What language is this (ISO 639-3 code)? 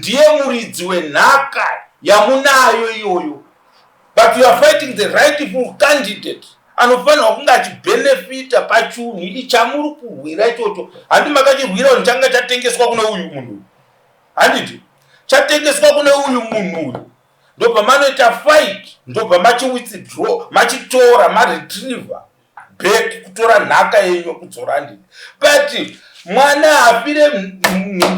sna